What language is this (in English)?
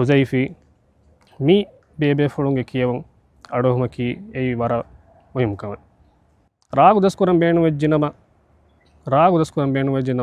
Divehi